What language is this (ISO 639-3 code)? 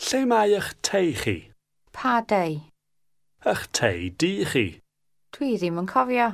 cym